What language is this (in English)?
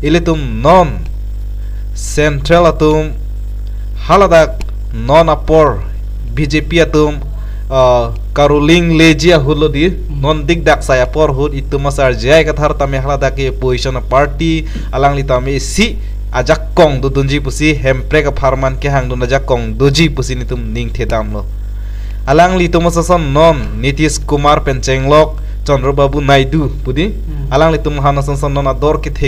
Karbi